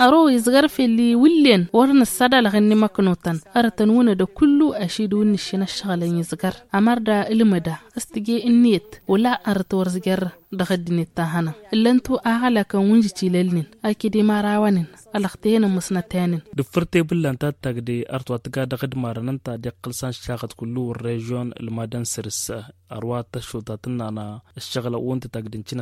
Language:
Tamasheq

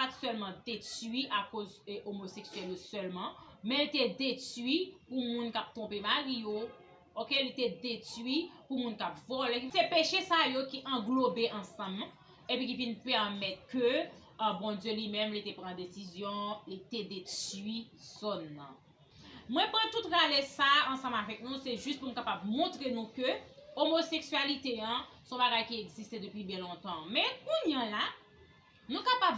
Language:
Haitian Creole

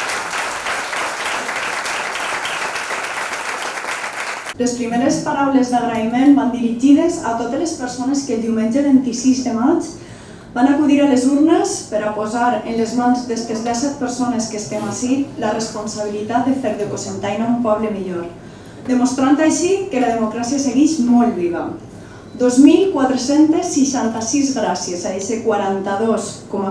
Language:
Catalan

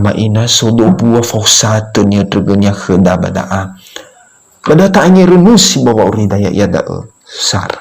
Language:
Nias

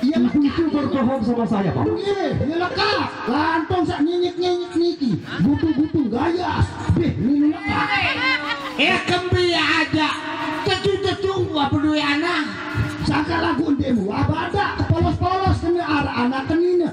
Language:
Sasak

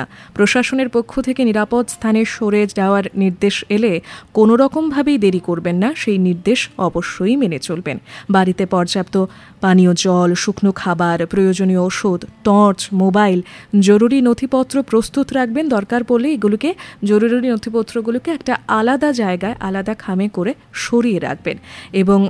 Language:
Bangla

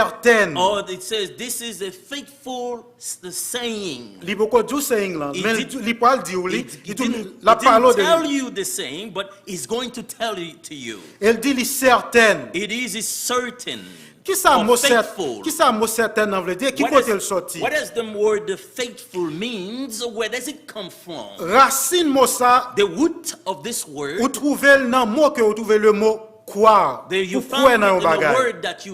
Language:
Haitian Creole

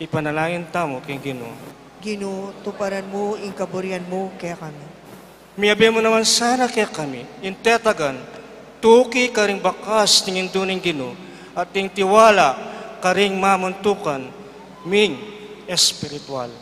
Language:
Pampanga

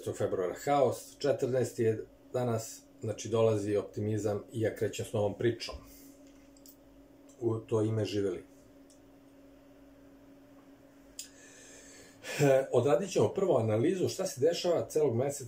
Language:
Serbian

